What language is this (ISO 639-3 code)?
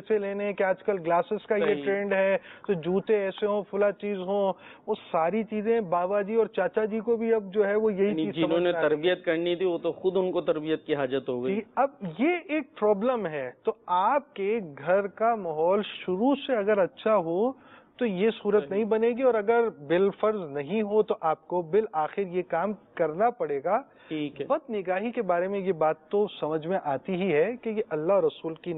urd